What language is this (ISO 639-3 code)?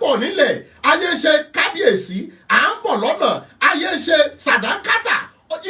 yor